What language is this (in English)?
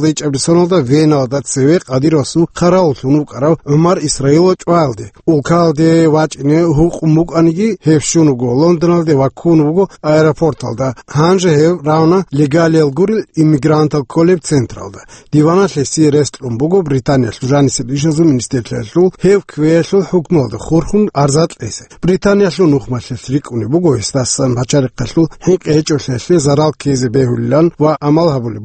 Avaric